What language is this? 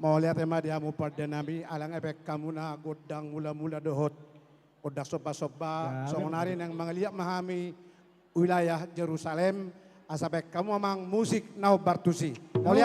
Batak Toba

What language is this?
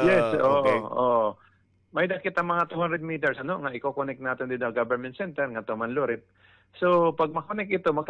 Waray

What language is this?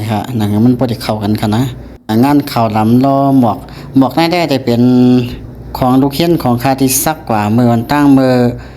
Shan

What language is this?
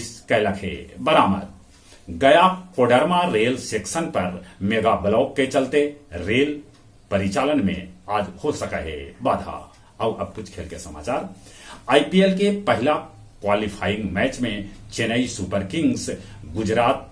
Magahi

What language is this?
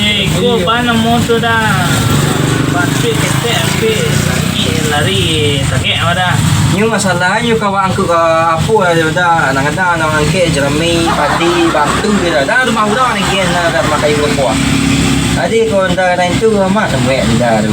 Minangkabau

